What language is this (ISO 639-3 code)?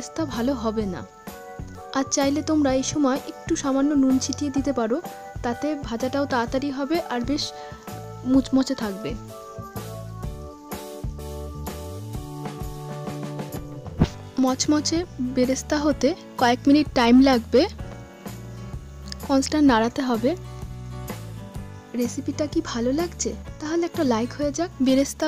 ben